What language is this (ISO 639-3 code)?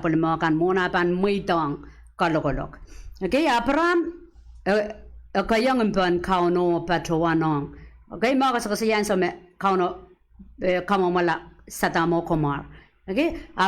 pon